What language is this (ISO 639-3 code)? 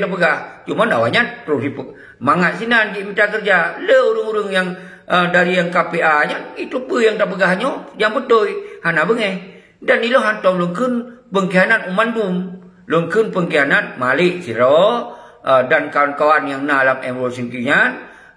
ace